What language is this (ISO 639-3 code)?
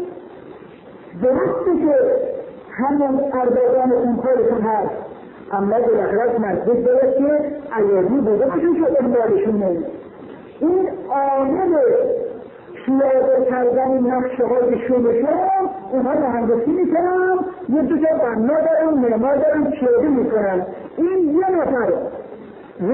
fas